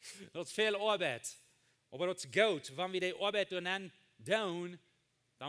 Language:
Plautdietsch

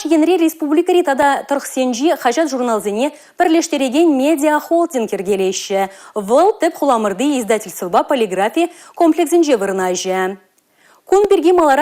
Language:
Chuvash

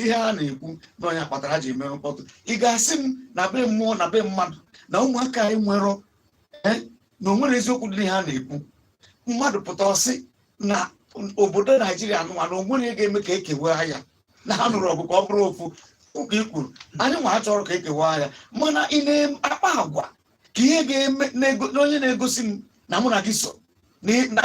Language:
Igbo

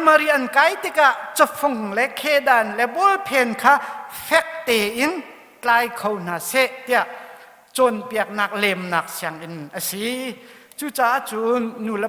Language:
Hakha Chin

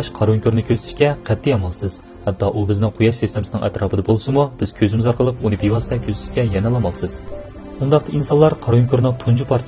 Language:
Uyghur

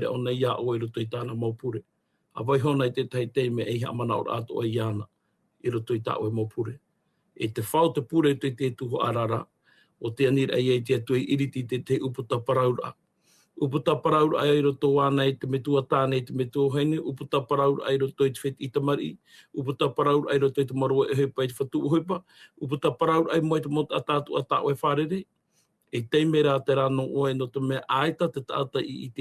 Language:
Tahitian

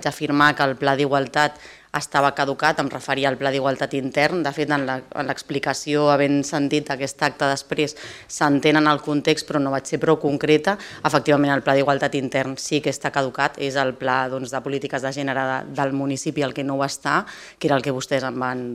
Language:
Catalan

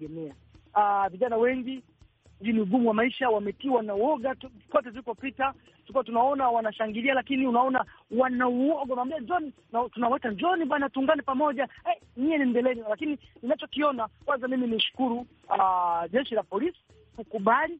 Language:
Swahili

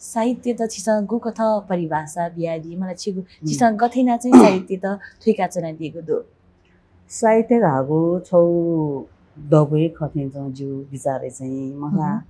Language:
Newari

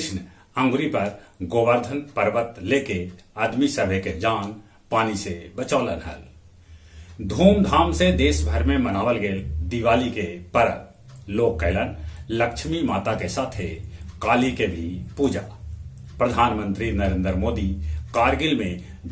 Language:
Magahi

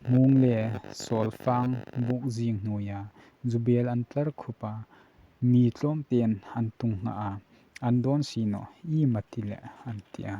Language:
Hmar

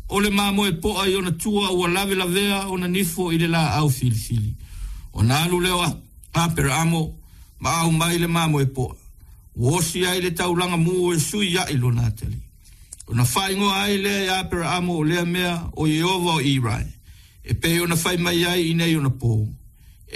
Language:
Samoan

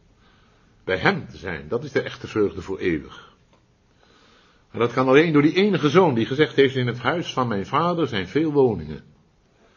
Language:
Dutch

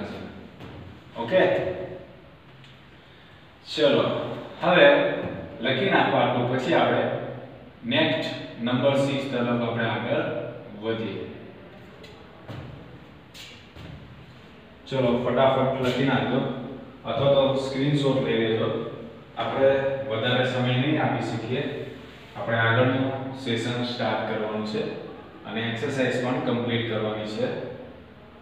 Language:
Gujarati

